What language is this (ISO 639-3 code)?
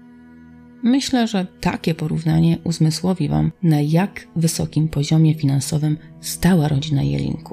pol